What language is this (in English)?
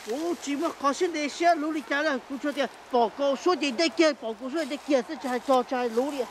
Hmong